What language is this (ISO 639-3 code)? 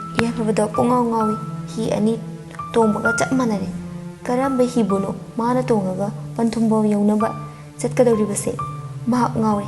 mni